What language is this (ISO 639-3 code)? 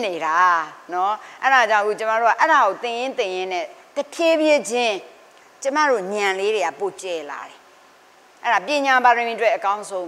mya